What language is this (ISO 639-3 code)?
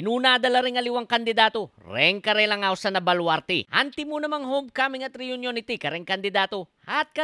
pam